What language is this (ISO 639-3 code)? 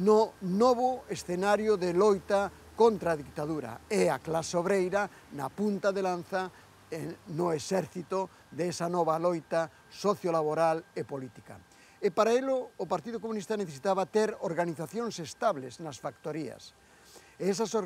glg